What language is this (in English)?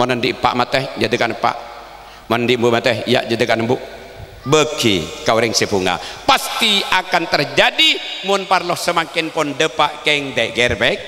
Madurese